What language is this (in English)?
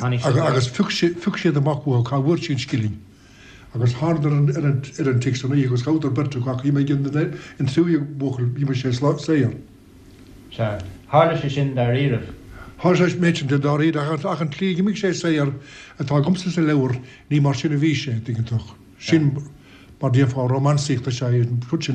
Irish